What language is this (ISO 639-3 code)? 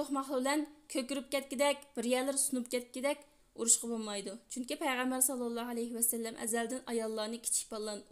uig